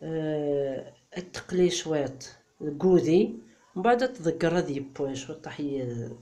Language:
Kabyle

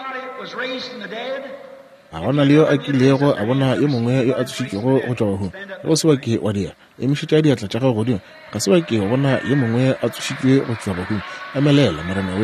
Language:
Northern Sotho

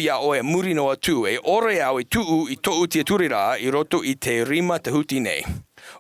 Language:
Tahitian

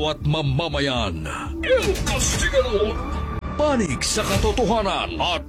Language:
Filipino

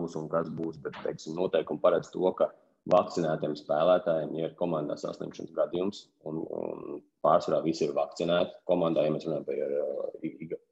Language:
Latvian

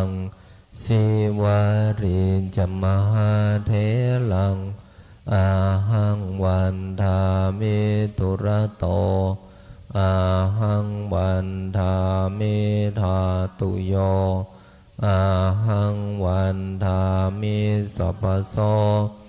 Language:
Pali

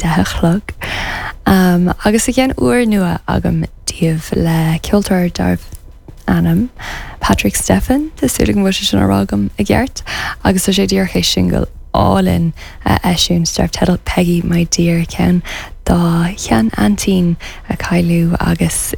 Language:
Irish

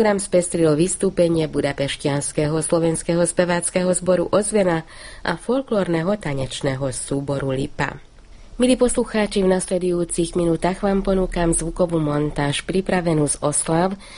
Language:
Slovak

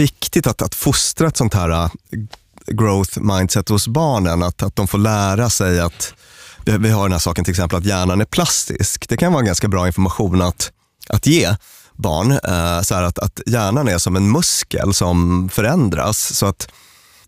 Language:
Swedish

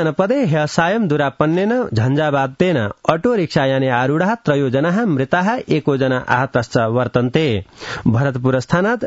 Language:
Sanskrit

